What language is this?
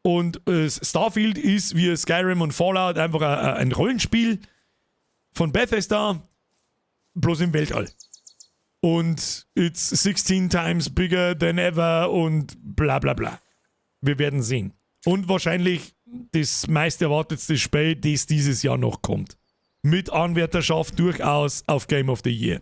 Bavarian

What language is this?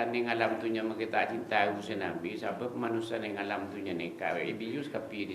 Madurese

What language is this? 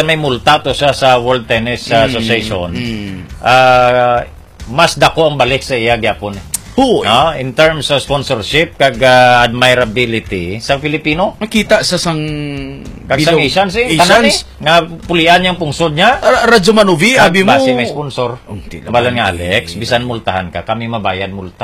Hiligaynon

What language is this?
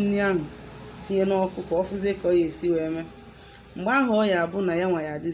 Igbo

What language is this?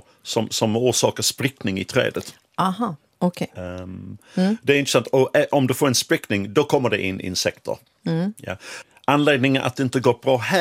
Swedish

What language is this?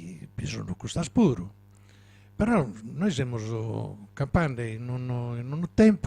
Sardinian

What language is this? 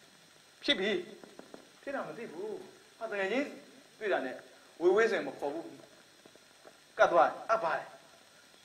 Burmese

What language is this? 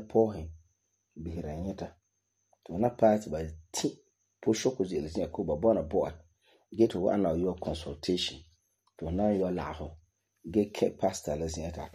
Frafra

